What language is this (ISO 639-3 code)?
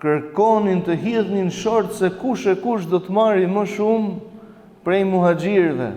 sqi